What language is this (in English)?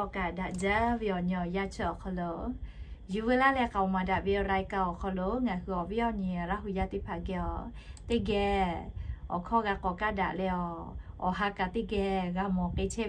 Lahu